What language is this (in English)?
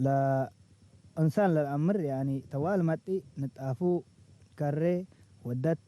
Tigre